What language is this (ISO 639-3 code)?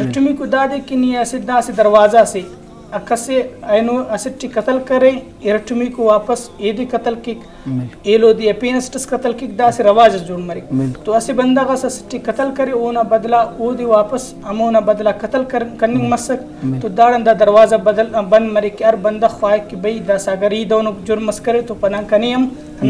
brh